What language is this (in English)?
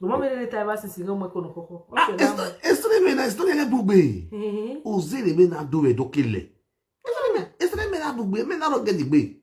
Nigerian Pidgin